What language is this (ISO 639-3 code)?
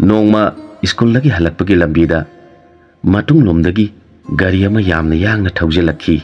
mni